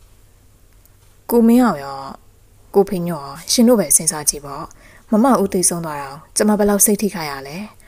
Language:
Burmese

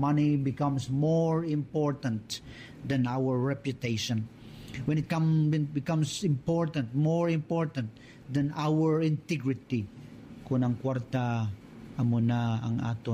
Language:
Hiligaynon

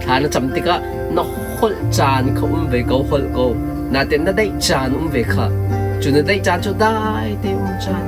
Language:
Hakha Chin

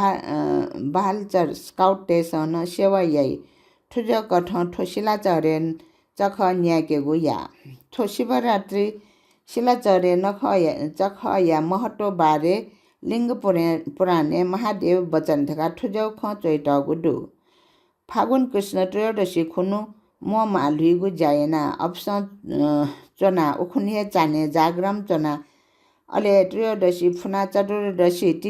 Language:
Newari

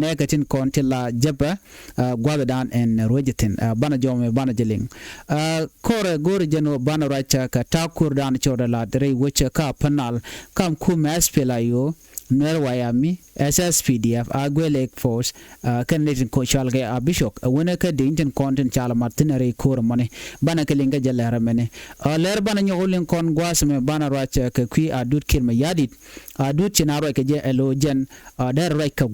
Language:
Nuer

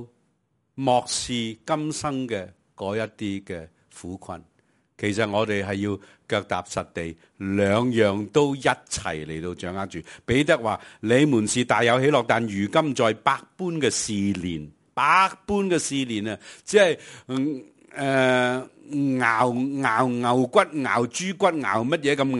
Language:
Cantonese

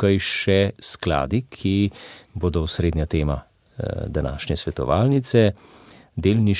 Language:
Slovenian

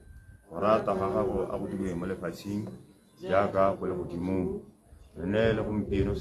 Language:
Tswana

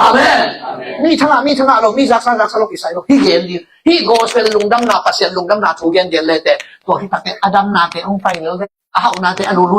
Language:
Tedim Chin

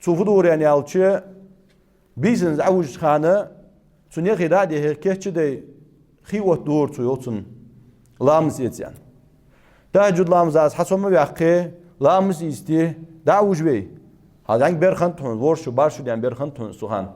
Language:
Ingush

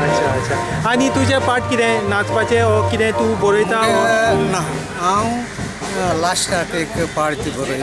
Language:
Konkani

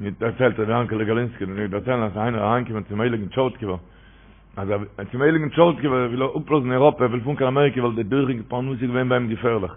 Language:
Yiddish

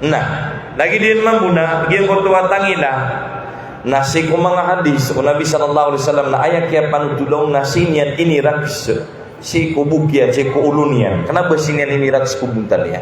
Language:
Maranao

